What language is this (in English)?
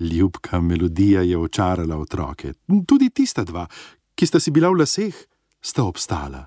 Slovenian